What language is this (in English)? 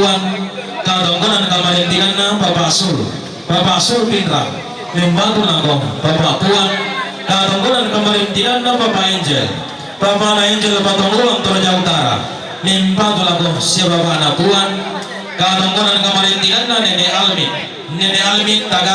Toraja-Sa'dan